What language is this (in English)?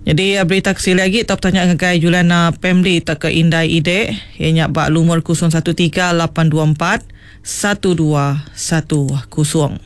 Iban